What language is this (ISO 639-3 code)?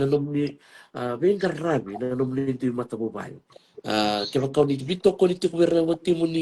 fij